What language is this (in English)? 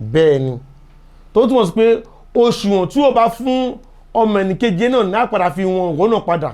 Yoruba